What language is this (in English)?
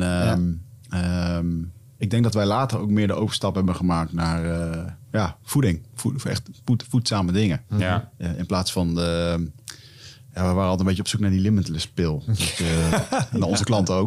Dutch